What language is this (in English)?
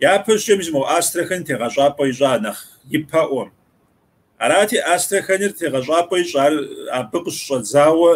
Kabardian